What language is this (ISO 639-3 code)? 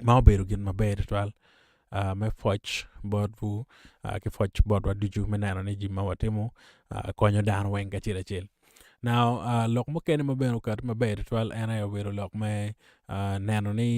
ach